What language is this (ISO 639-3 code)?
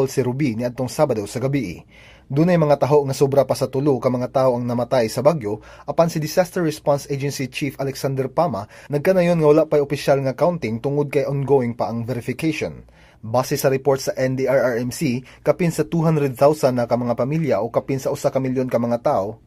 ceb